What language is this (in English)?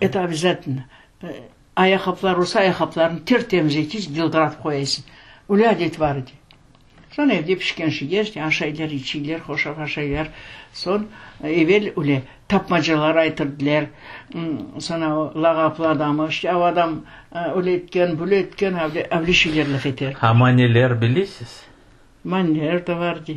Crimean Tatar